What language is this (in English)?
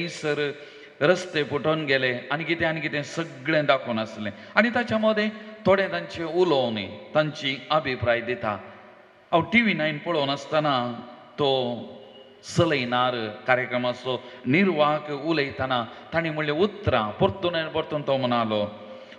Konkani